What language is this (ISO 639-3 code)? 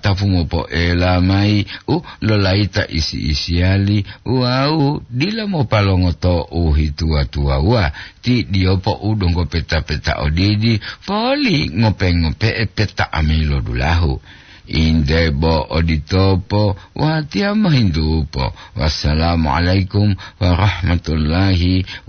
gor